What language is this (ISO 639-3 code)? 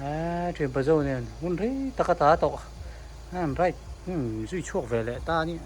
hmr